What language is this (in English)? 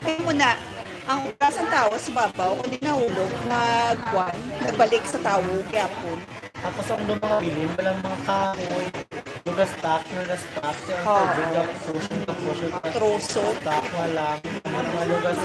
Hiligaynon